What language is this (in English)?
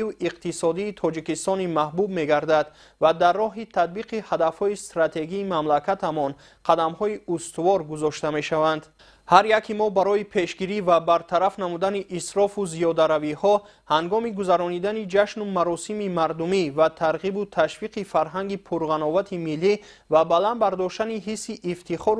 Tajik